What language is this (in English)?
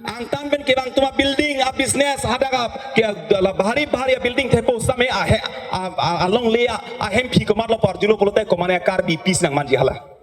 Karbi